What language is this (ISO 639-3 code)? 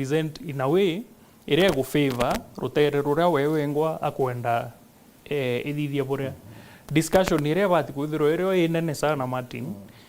mer